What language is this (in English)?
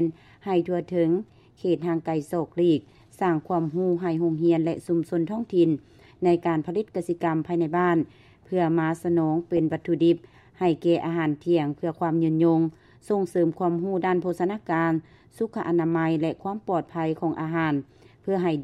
Lao